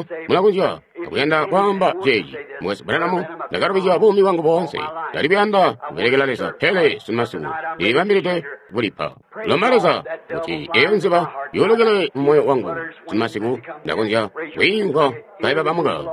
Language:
Tonga (Zambia)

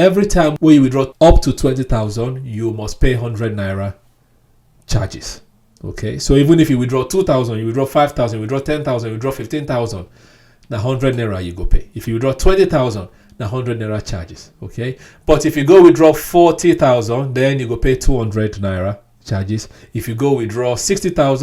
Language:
Nigerian Pidgin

